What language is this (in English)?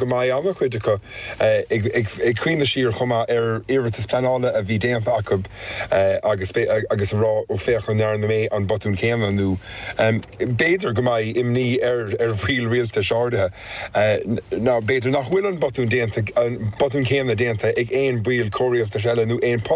Irish